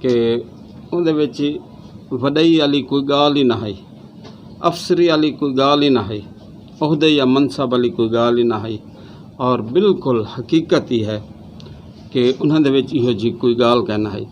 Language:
Saraiki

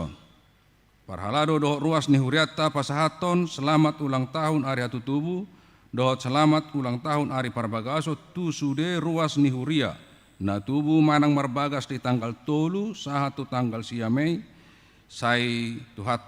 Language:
Batak Toba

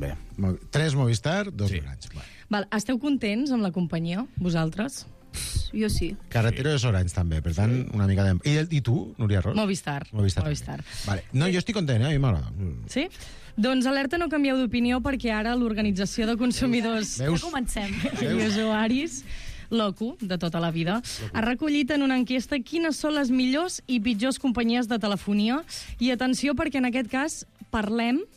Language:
Catalan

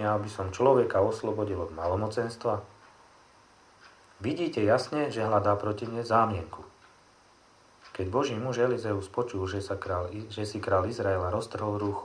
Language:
Slovak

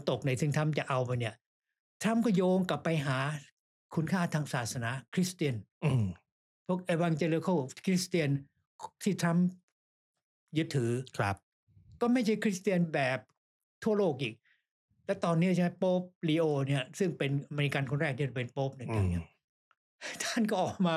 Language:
Thai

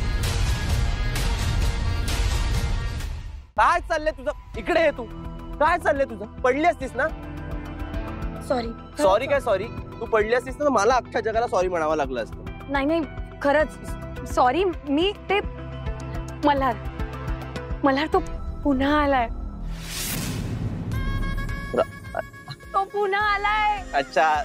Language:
Marathi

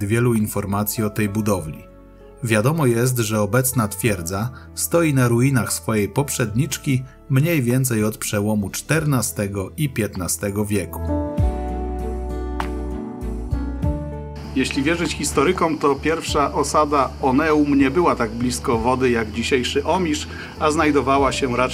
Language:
Polish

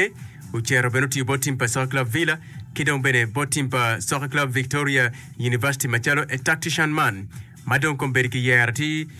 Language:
Acoli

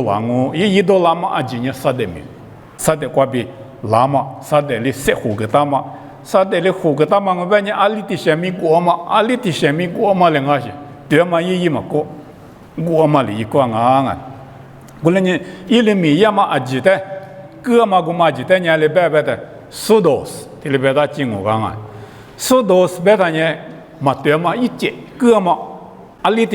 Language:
Lisu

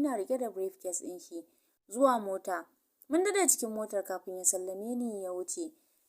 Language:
Hausa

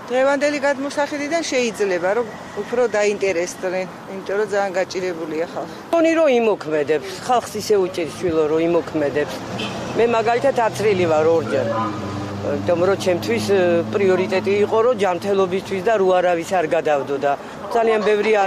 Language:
Georgian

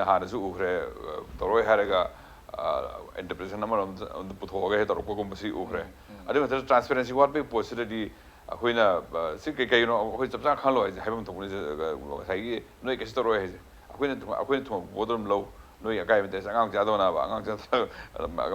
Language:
Manipuri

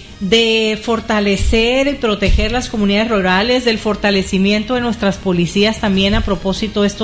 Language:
Spanish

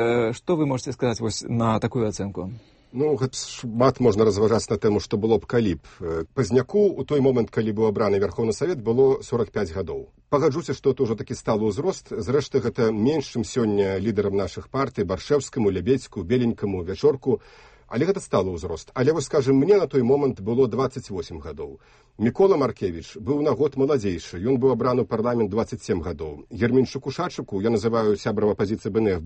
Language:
Belarusian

